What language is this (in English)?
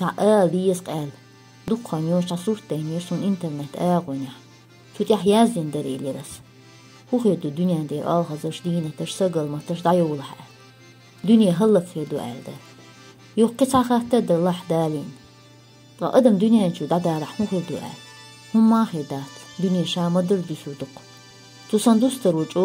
Chechen